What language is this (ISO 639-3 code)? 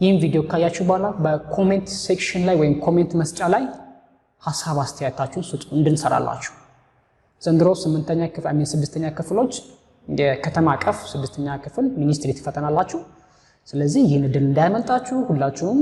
amh